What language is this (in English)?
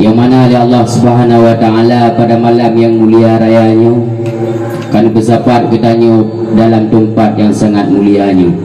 Achinese